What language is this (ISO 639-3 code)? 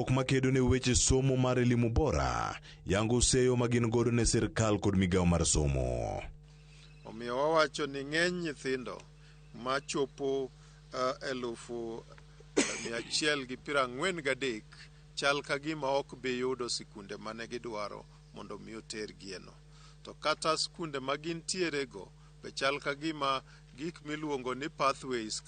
luo